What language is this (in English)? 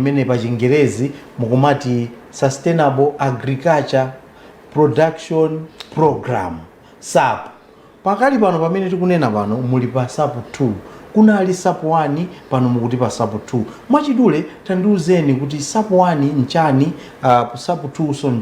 Nyanja